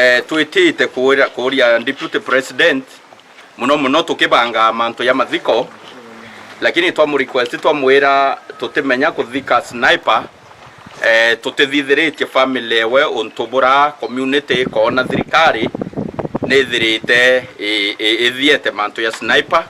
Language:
Meru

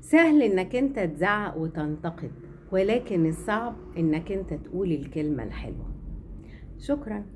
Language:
Egyptian Arabic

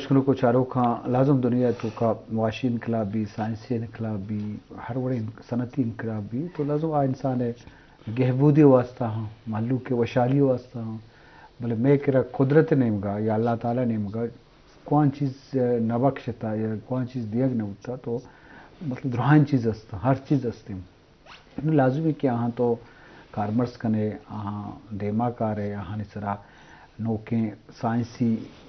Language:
Eastern Balochi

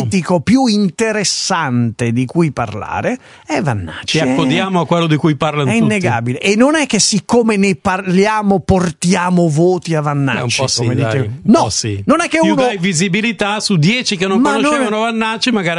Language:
Italian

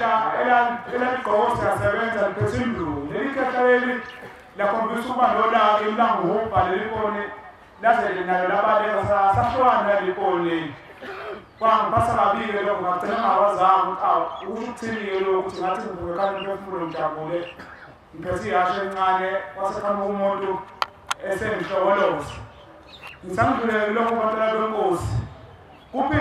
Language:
Zulu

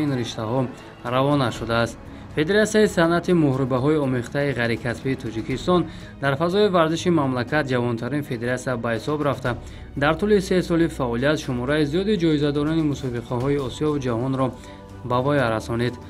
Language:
Tajik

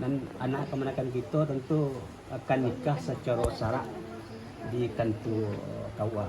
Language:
Minangkabau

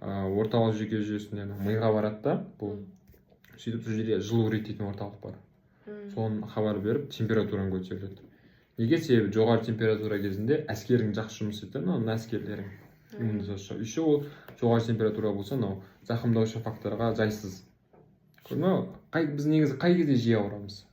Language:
Kazakh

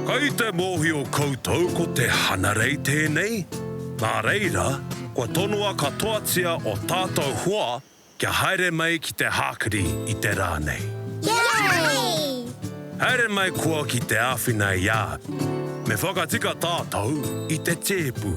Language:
Māori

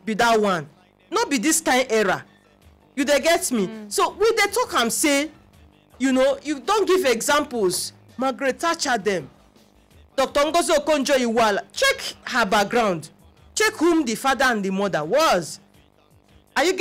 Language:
Nigerian Pidgin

